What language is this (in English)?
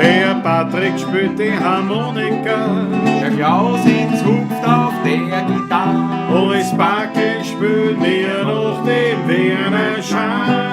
Bavarian